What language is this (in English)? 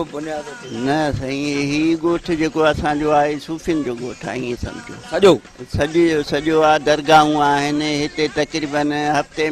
Sindhi